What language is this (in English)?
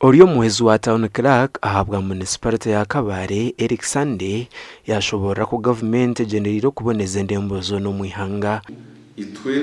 Nyankole